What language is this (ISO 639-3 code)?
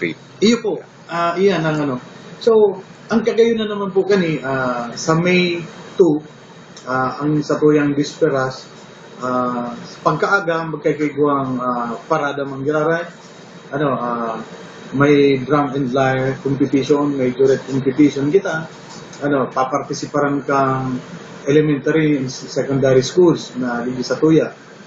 bik